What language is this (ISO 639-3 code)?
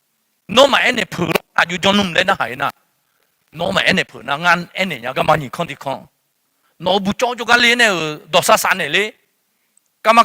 ahk